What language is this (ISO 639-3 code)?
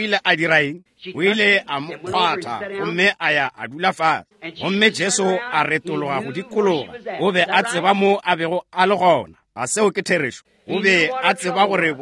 nso